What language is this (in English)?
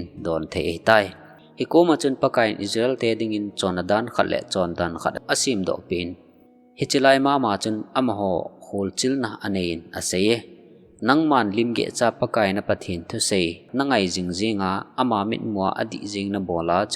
Thado Chin